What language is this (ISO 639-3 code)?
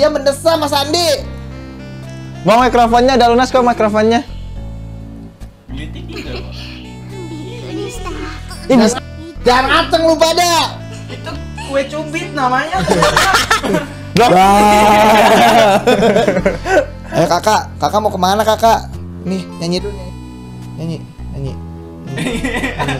ind